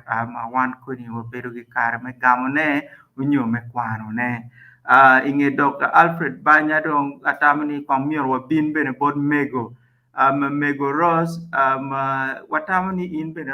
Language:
Acoli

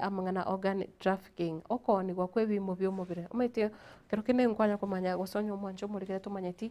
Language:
Gusii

